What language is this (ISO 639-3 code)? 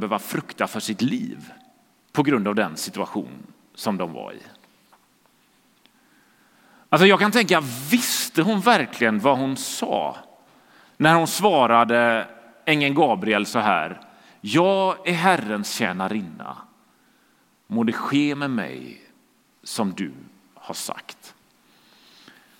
swe